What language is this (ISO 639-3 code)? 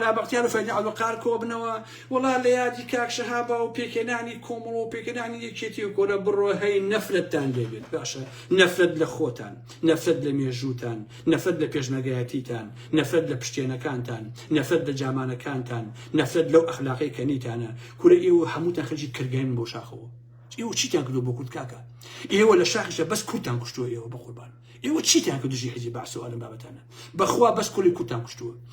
ckb